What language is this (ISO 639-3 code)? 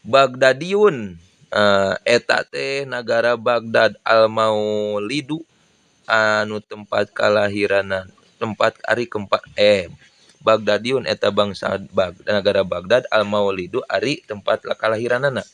sun